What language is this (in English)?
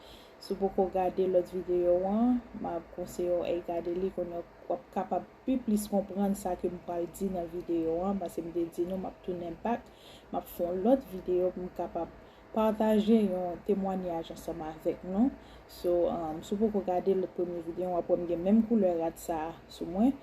Haitian Creole